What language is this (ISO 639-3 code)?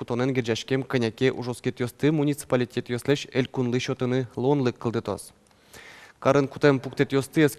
udm